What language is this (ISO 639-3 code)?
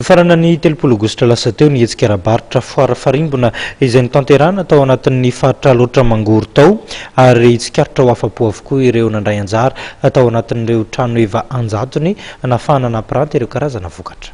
mlg